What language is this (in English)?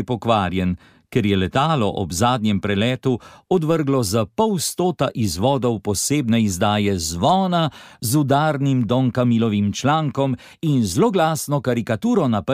Slovenian